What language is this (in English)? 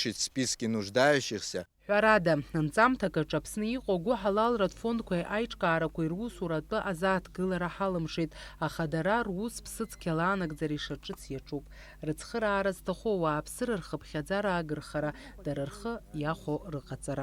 Abkhazian